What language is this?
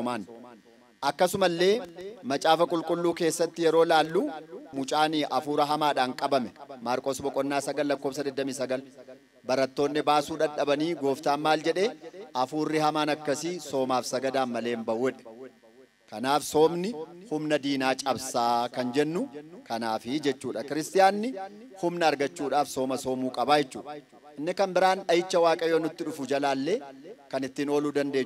Oromo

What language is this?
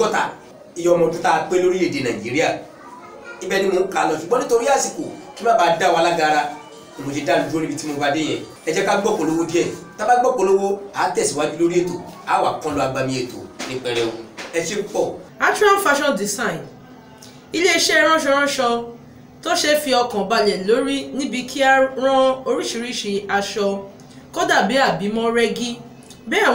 Yoruba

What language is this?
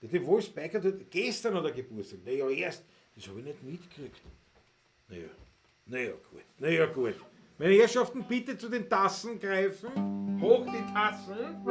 Bavarian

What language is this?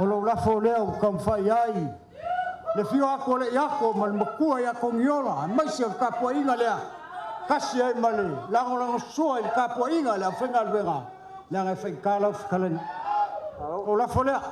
Samoan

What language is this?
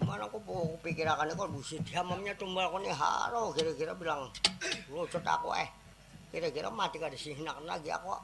Banjar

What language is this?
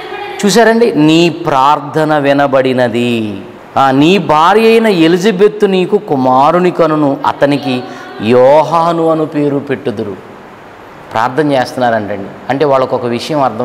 Telugu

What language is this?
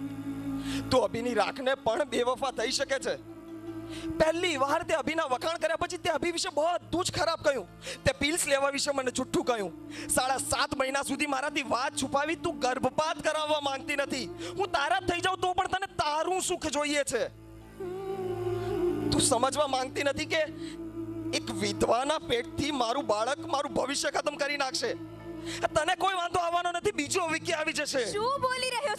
Gujarati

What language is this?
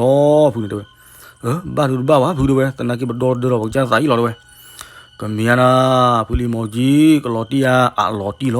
S'gaw Karen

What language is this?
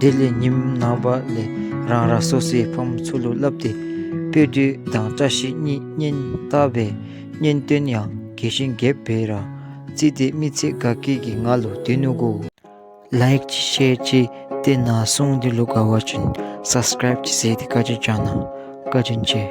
Dzongkha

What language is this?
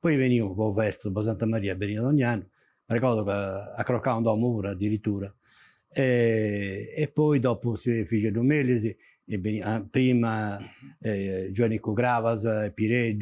Sardinian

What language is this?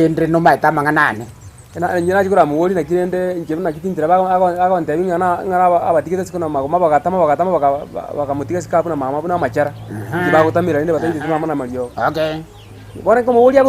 Gusii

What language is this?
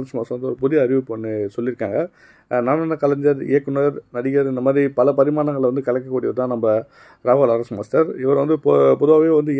Tamil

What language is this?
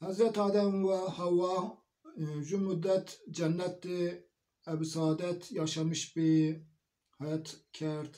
Zaza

